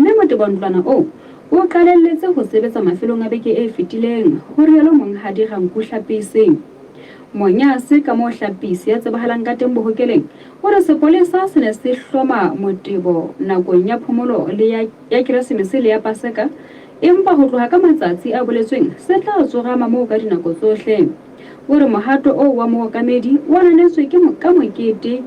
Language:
Southern Sotho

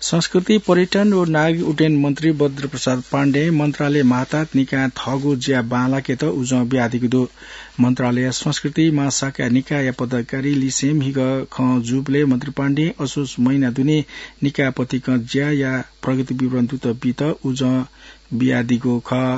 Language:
Newari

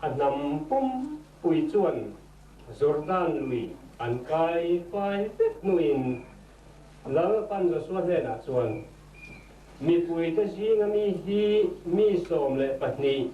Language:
Mizo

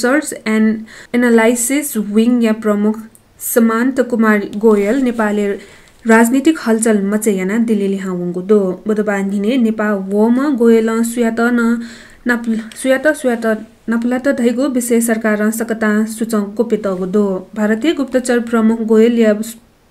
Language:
Newari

